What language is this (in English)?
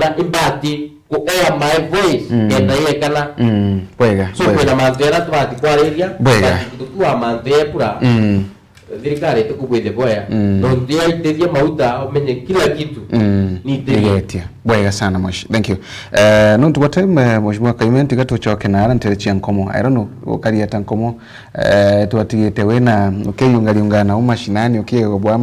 Meru